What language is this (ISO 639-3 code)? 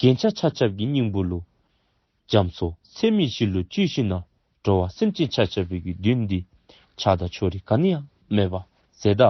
dzo